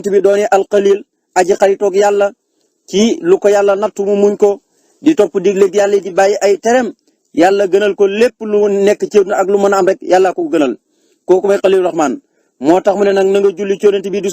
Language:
Wolof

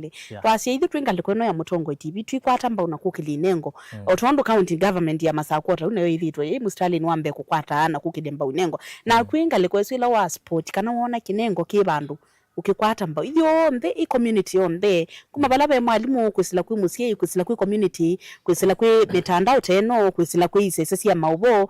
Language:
Kamba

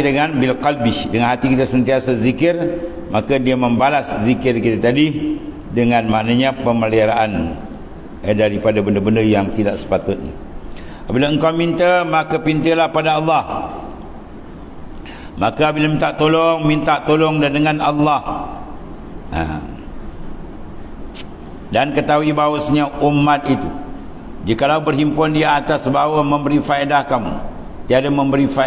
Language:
Malay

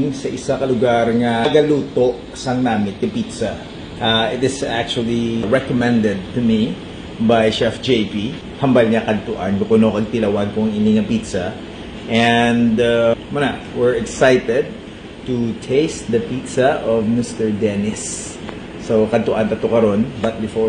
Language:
Hiligaynon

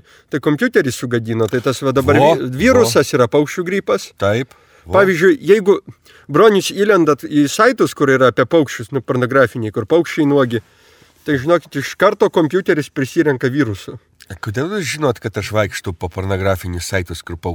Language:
Lithuanian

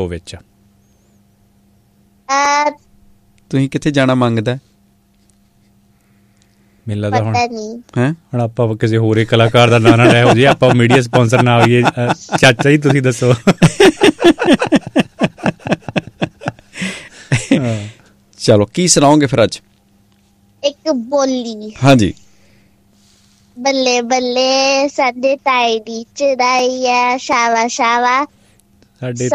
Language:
Punjabi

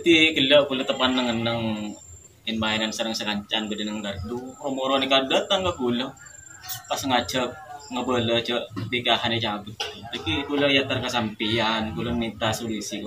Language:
Madurese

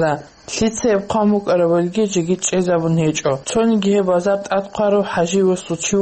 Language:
Avaric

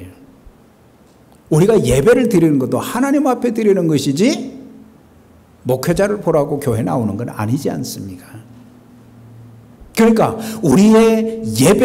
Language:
Korean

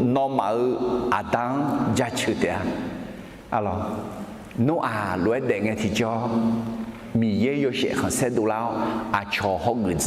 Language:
Akha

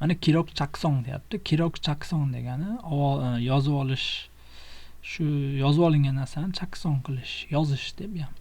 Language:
Uzbek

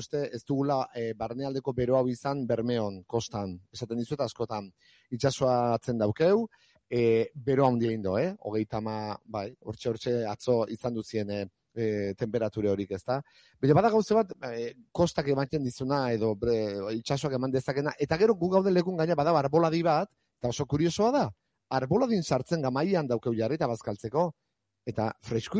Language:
Basque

